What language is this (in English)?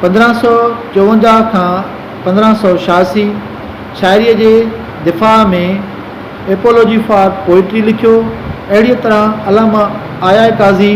Sindhi